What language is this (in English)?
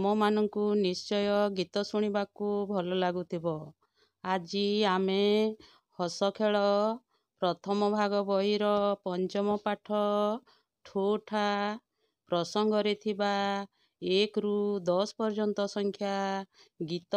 Odia